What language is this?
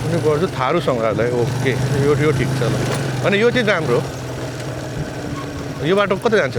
Nepali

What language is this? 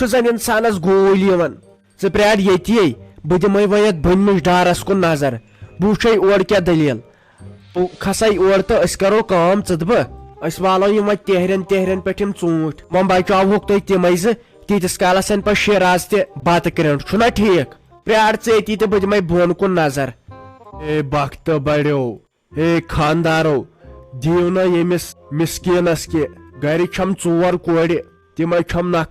Kashmiri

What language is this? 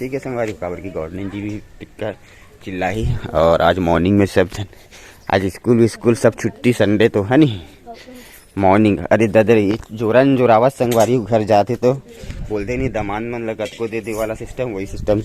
Chhattisgarhi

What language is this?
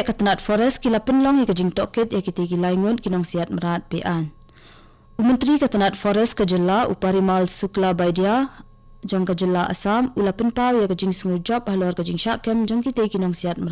Khasi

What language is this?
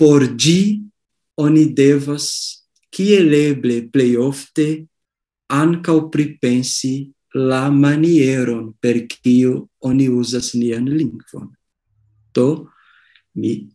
Esperanto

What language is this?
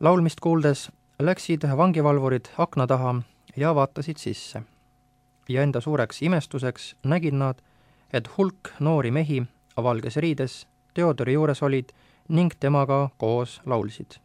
Estonian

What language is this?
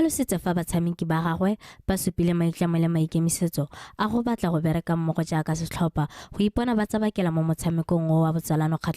Tswana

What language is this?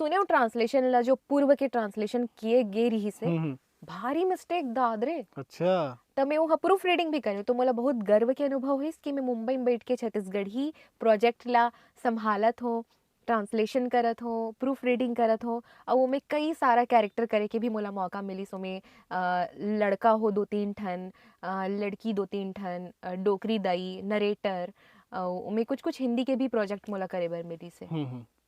Chhattisgarhi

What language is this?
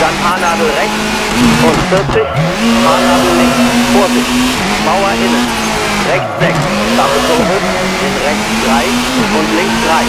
Bavarian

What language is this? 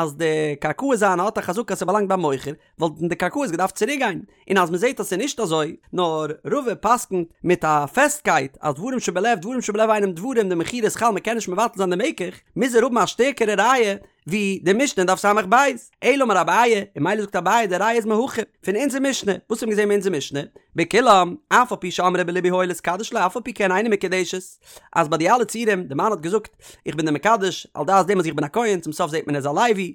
Yiddish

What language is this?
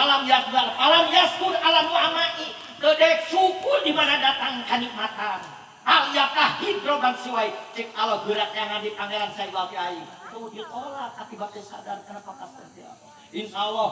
Sundanese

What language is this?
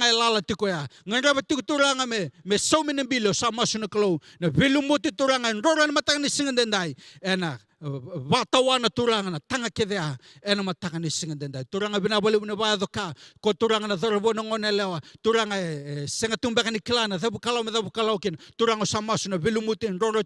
Fijian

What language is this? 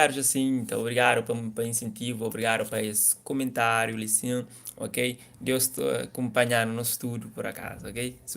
Kabuverdianu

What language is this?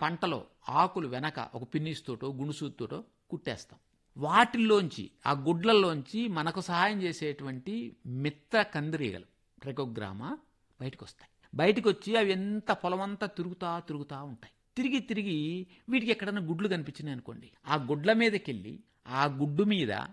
Telugu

